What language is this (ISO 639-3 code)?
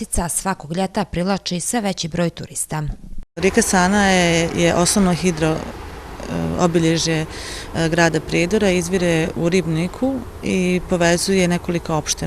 bos